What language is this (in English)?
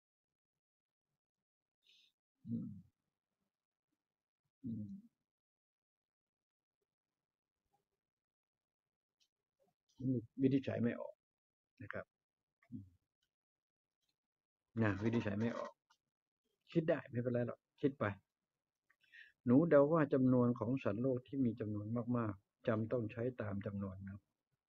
Thai